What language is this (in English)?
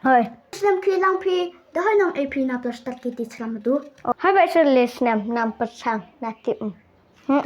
Khasi